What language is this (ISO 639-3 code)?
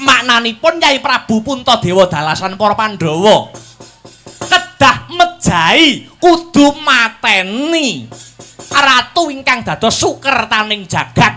jav